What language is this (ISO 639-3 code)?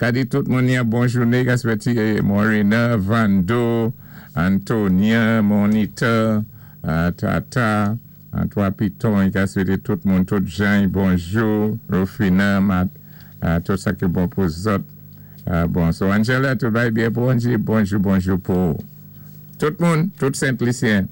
acf